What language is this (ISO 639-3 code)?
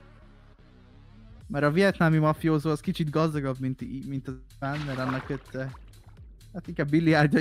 hun